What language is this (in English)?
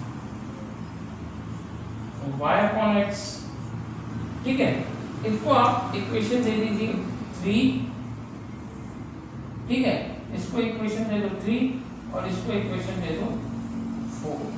Hindi